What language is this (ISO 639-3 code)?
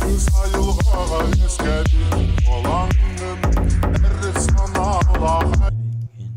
sah